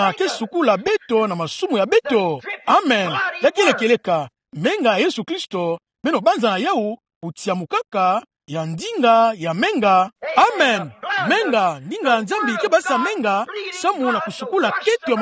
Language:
Kituba (Democratic Republic of Congo)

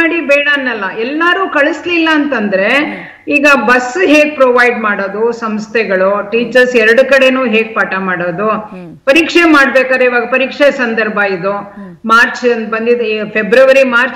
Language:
Kannada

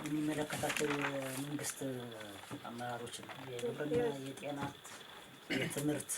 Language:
Amharic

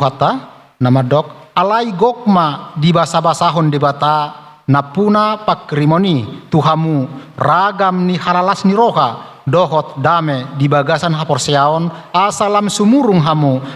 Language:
Batak Toba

